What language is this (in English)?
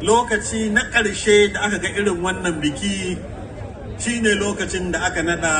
Hausa